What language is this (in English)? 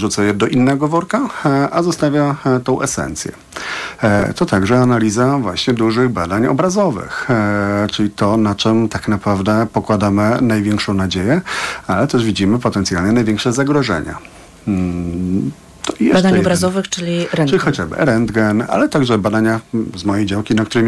Polish